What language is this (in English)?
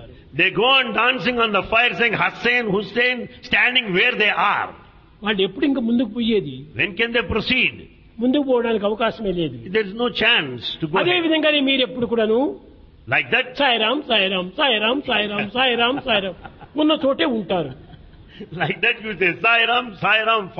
Telugu